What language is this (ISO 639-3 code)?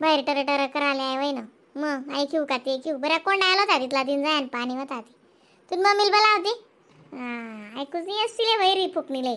khn